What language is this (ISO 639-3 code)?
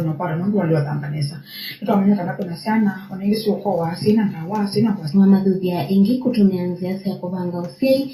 kam